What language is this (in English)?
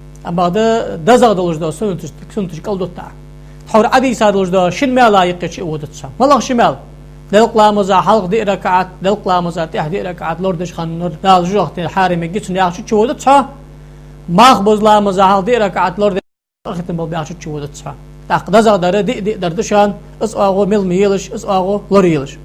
Ingush